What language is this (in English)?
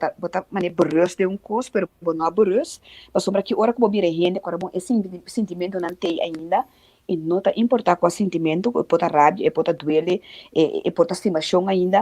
Papiamento